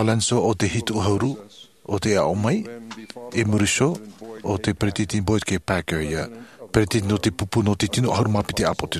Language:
Tahitian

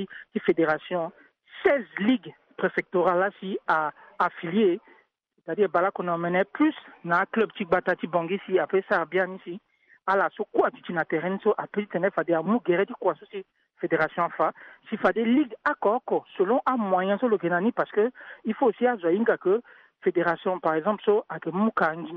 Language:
Sango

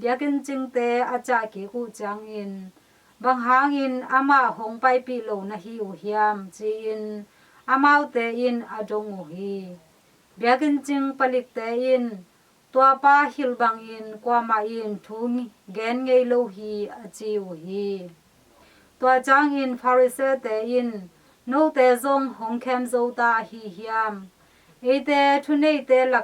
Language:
Tedim Chin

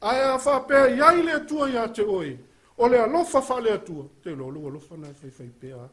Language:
Samoan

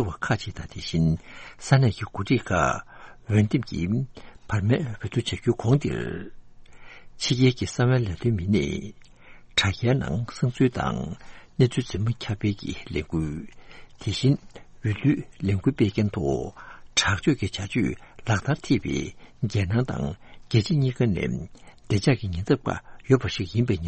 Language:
Tibetan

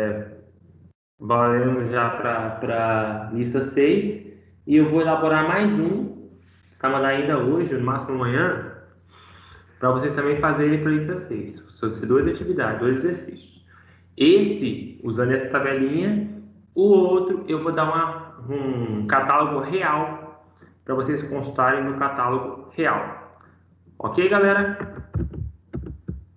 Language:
Portuguese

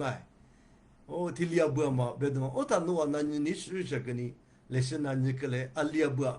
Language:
Lisu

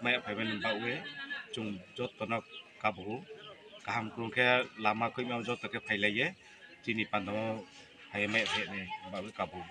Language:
Kok Borok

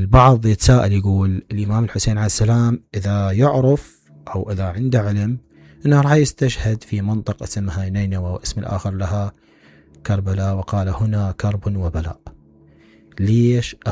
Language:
Mesopotamian Arabic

